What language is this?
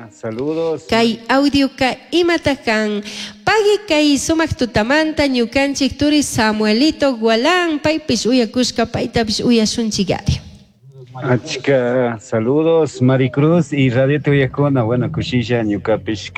Chimborazo Highland Quichua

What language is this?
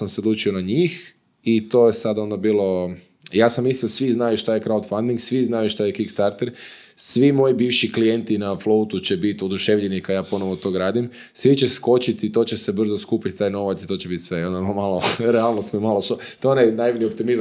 Croatian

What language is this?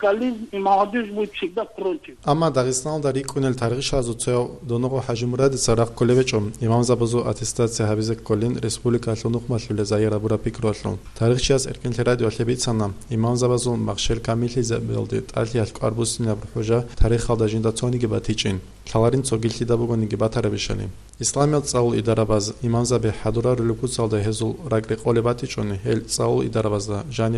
Avaric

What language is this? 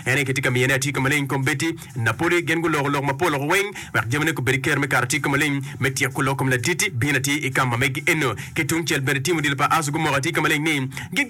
Acoli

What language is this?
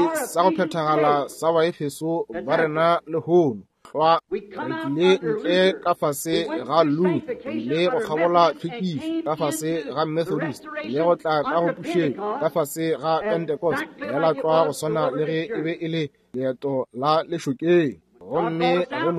Northern Sotho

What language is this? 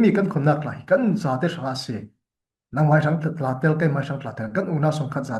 Falam Chin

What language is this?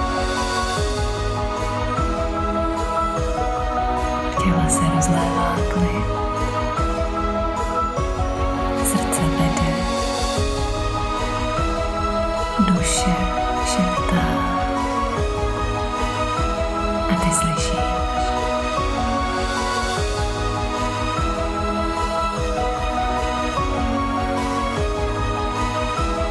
Czech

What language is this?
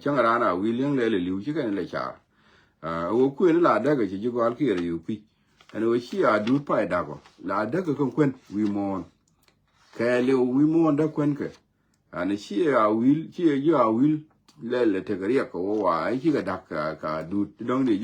Nuer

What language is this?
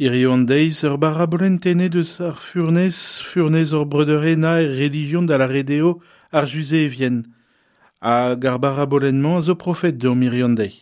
Breton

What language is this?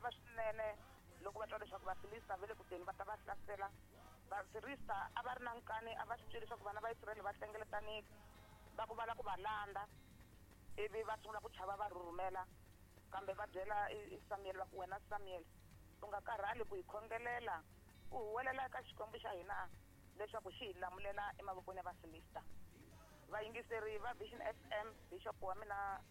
Tsonga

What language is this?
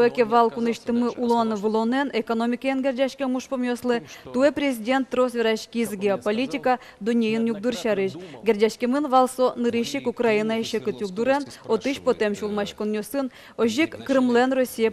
Udmurt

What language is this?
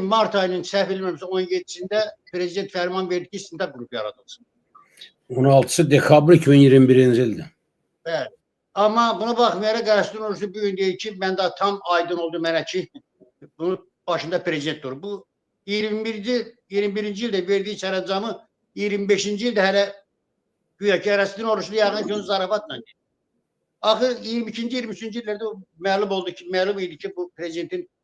Azerbaijani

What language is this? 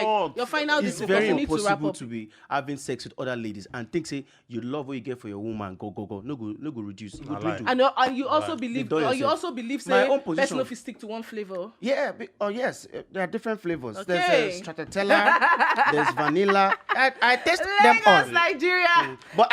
Nigerian Pidgin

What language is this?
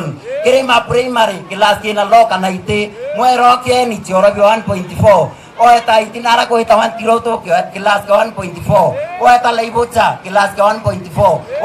Meru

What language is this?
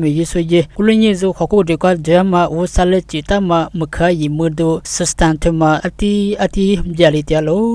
Lisu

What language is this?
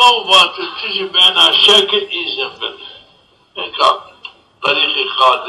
Zaza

